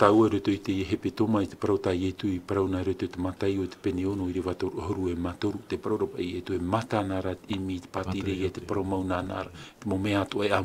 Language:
Tahitian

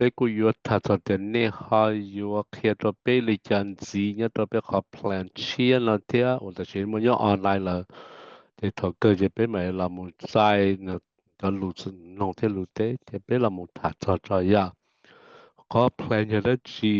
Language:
Hmong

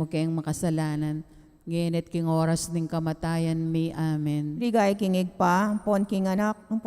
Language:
Pampanga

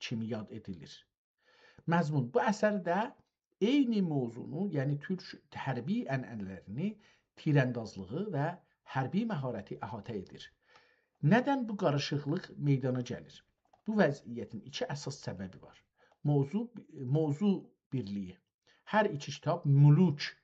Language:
South Azerbaijani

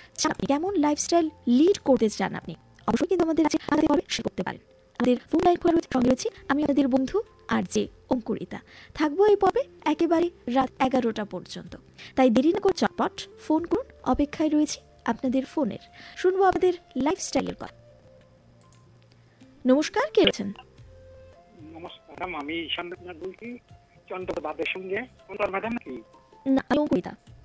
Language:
Bangla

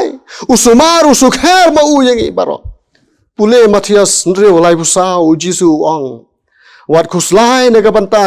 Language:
Khasi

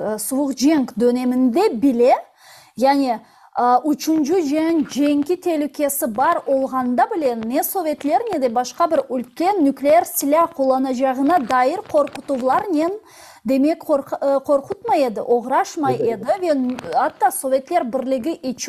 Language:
Crimean Tatar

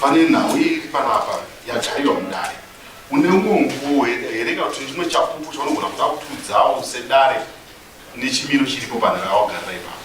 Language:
Shona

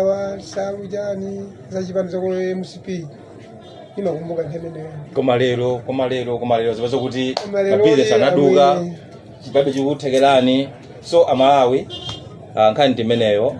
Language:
Nyanja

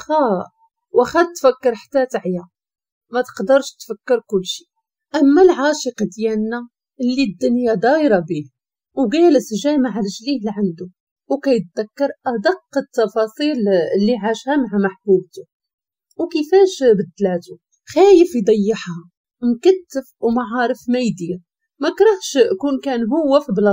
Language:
Moroccan Arabic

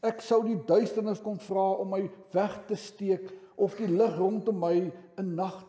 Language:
Afrikaans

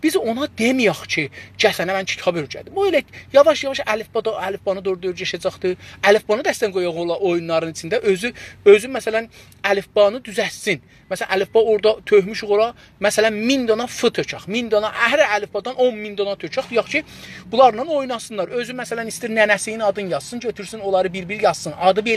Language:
South Azerbaijani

